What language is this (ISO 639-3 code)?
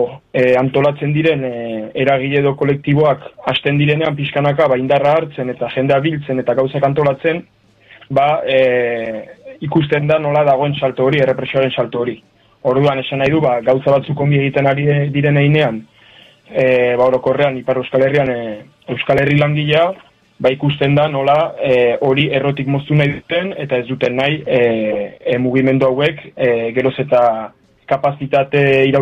eus